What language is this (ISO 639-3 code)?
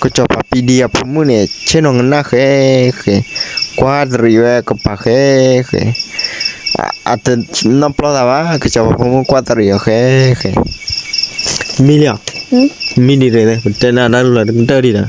ksw